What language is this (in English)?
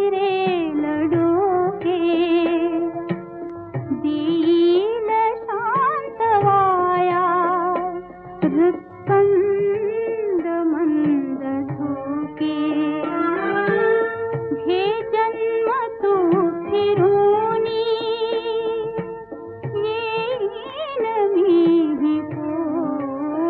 Marathi